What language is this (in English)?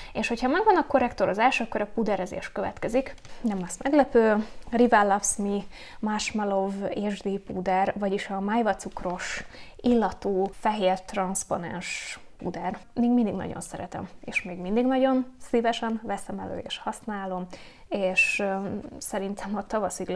Hungarian